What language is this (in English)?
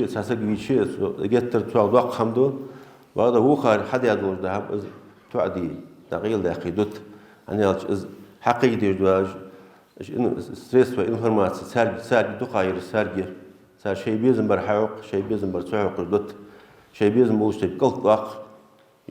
Ingush